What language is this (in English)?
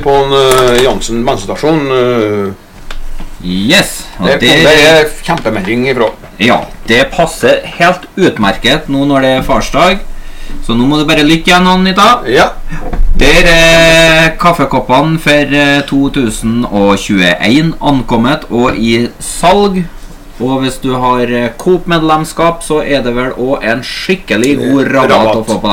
Norwegian